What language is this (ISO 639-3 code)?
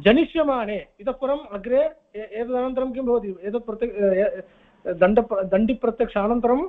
san